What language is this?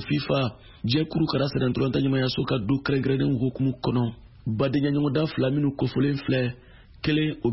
Bambara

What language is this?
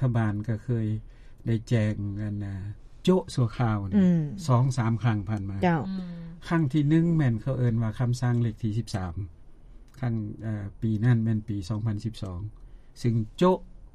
Lao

